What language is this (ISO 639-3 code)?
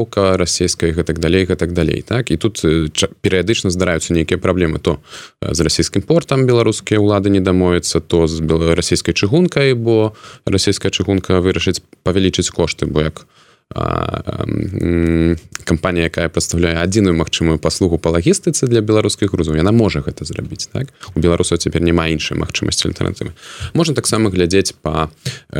bel